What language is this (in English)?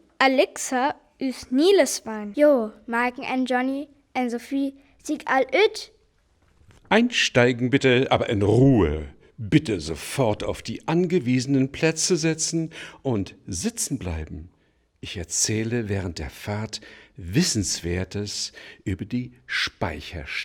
Northern Frisian